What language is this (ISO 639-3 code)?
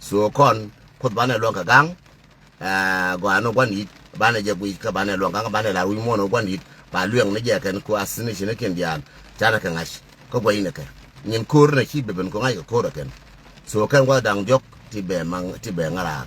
nus